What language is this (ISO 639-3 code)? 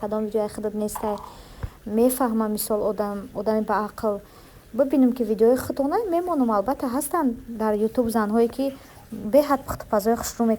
tgk